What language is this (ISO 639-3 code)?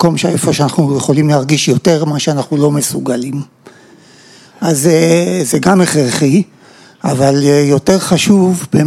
heb